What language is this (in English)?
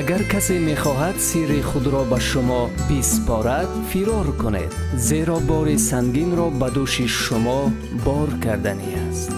Tajik